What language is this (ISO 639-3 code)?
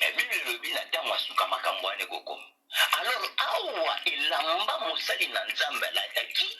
lin